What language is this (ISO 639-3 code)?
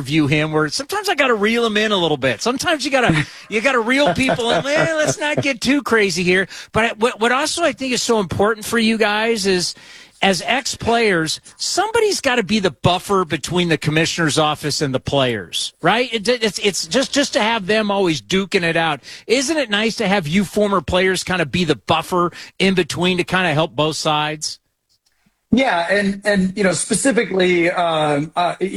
eng